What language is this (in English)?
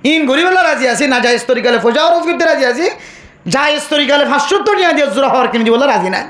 Rohingya